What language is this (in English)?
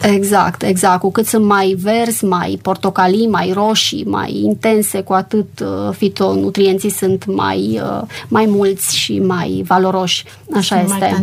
Romanian